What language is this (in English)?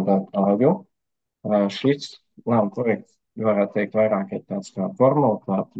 Latvian